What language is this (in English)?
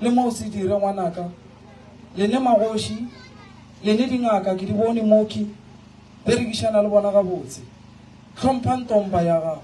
Northern Sotho